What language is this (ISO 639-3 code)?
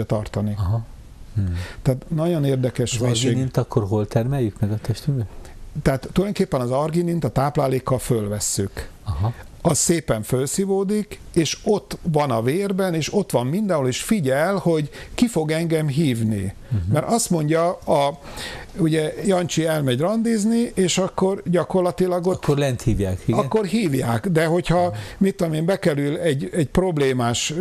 hun